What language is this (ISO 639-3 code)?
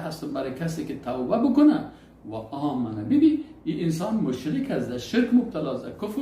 fas